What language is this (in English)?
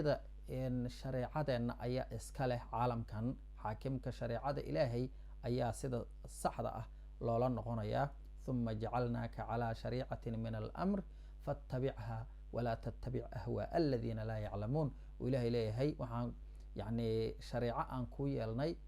Somali